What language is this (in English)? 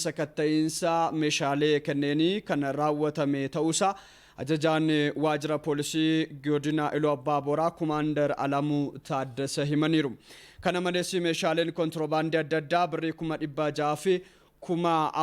Oromo